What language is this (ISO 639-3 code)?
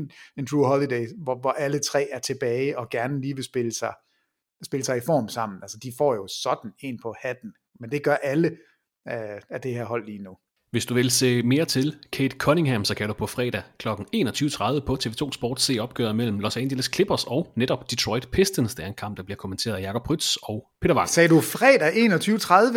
dan